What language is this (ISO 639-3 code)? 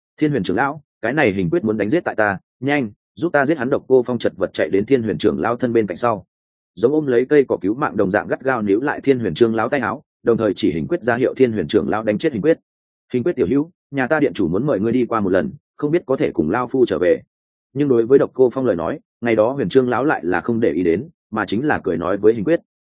vie